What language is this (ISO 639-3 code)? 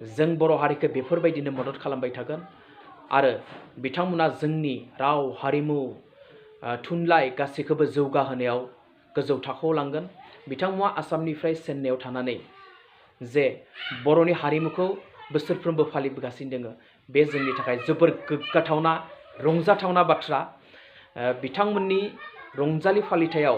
brx